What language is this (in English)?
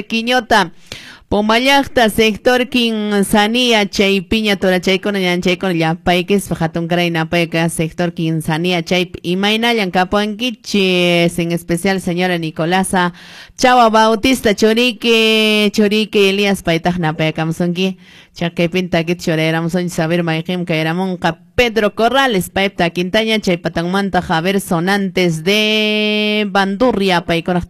Quechua